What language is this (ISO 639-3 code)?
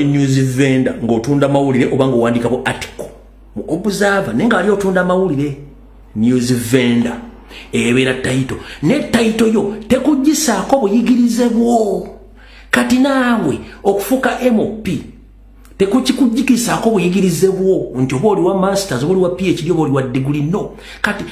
lug